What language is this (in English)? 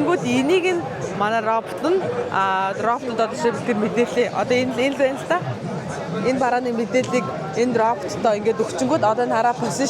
Mongolian